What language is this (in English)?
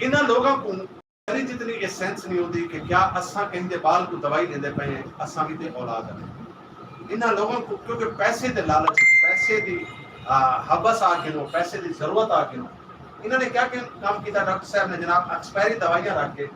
Saraiki